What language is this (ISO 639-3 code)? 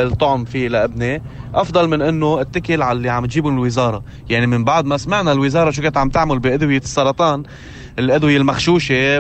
apc